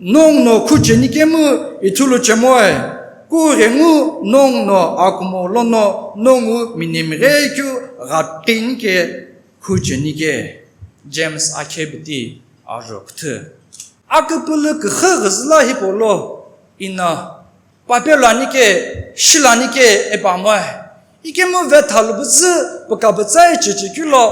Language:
Sumi Naga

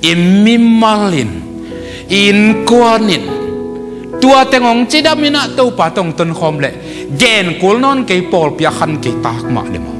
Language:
Tedim Chin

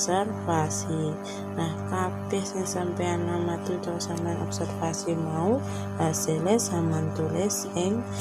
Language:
Javanese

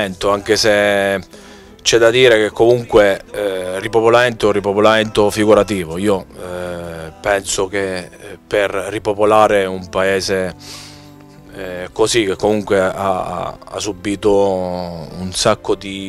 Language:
Italian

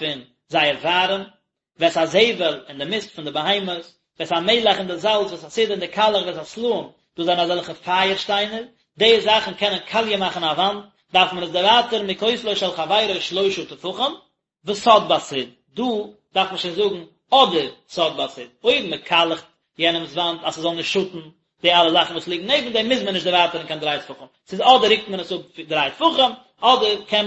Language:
Yiddish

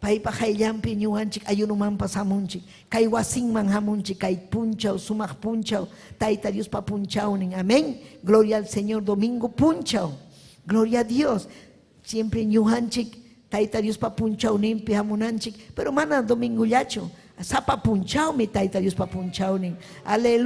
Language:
Ayacucho Quechua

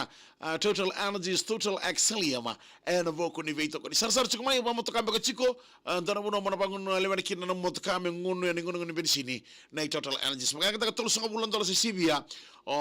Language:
Fijian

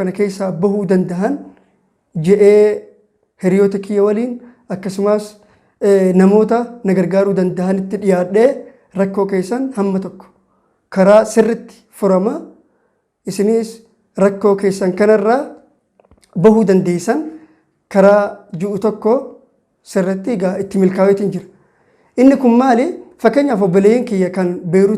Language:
Oromo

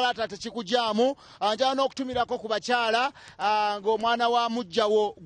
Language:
Ganda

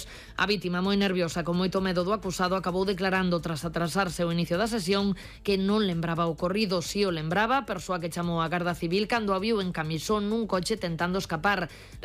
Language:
Galician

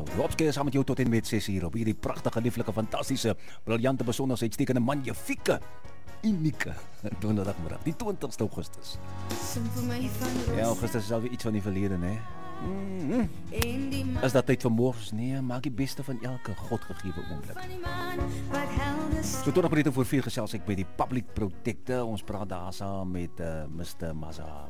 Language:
Afrikaans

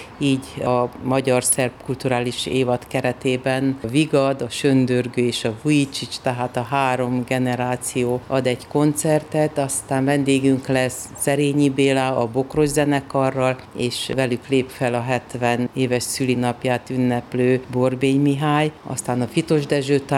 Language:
Hungarian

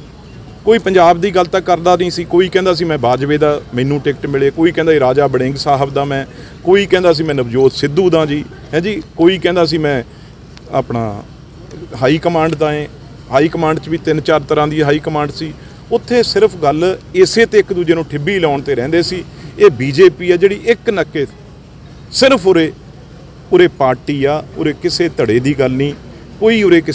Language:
Punjabi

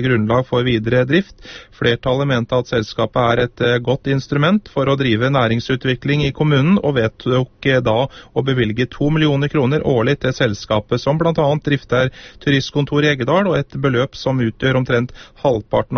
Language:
Norwegian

